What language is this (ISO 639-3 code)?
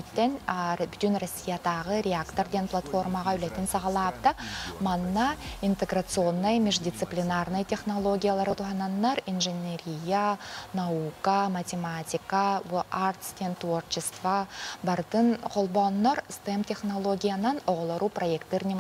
sah